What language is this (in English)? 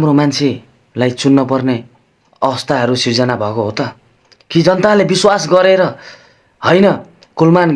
Nepali